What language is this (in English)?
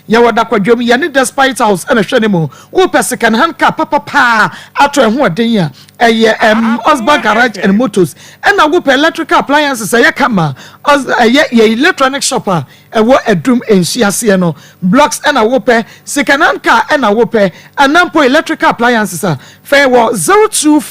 Akan